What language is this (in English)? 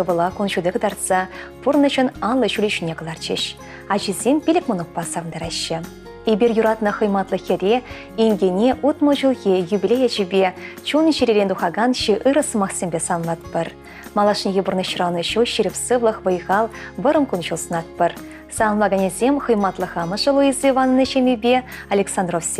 Chuvash